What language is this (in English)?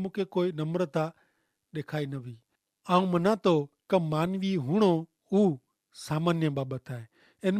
Kachhi